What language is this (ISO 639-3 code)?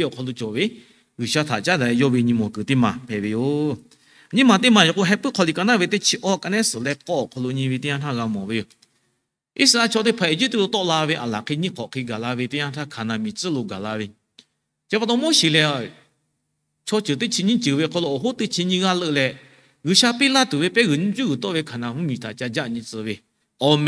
lhu